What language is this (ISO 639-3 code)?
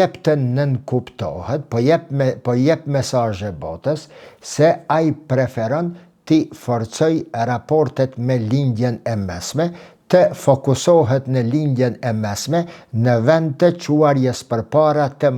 sqi